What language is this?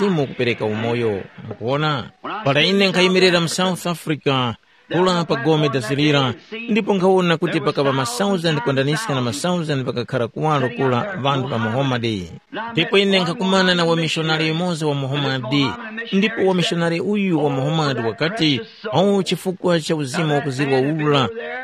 Tumbuka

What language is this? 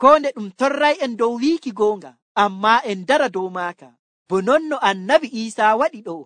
Nigerian Fulfulde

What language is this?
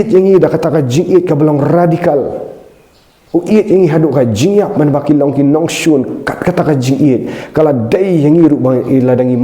Khasi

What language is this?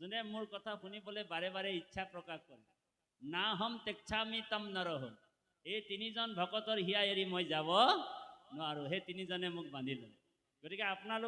Assamese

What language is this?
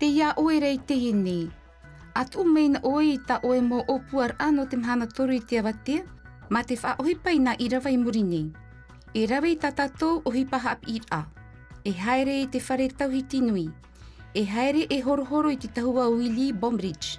Tahitian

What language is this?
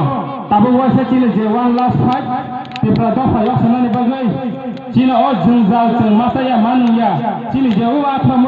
Kok Borok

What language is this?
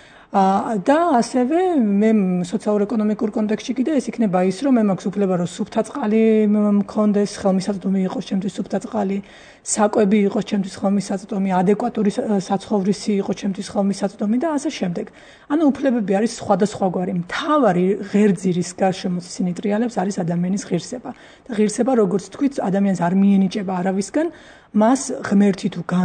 Georgian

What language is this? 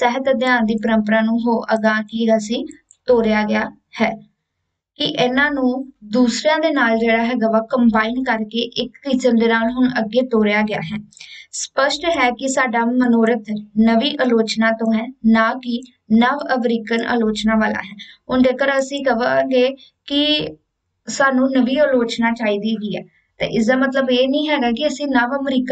Punjabi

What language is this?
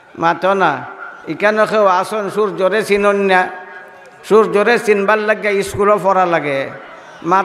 Sylheti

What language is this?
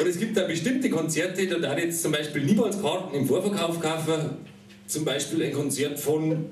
Bavarian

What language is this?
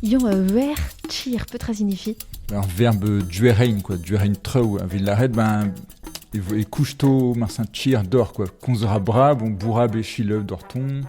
Breton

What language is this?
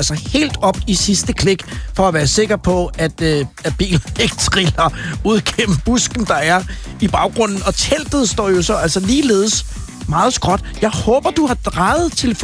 Danish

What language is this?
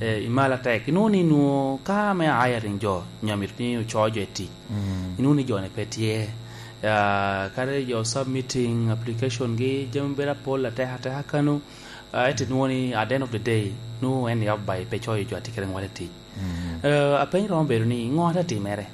Lango (Uganda)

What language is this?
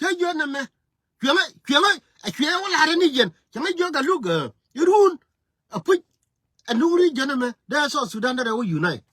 Nuer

